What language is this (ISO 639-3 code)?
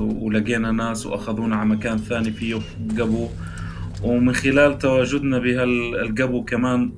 apc